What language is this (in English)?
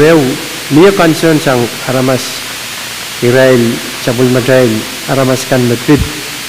Pohnpeian